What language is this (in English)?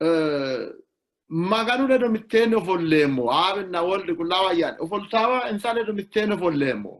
Sidamo